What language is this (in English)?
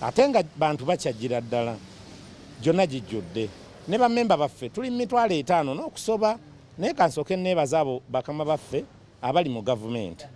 Ganda